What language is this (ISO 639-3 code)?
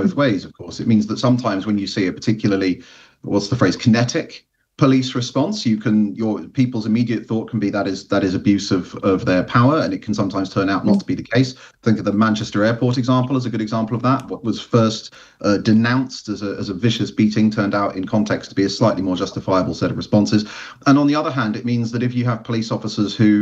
eng